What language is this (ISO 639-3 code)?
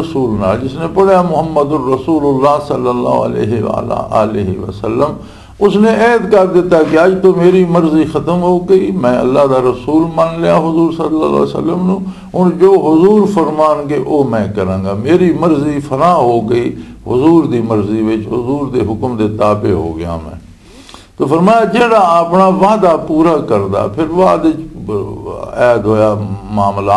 lah